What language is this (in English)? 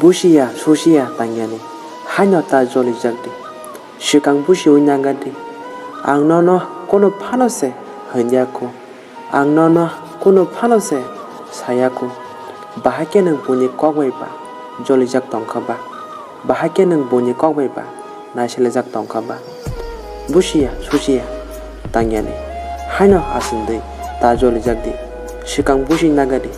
Kok Borok